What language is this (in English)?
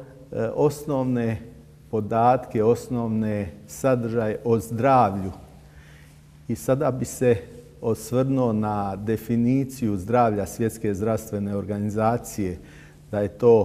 Bosnian